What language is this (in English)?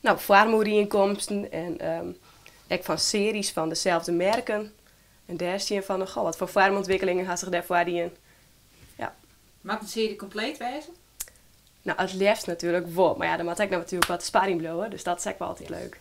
Western Frisian